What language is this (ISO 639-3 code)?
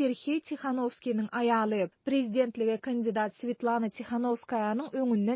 tuk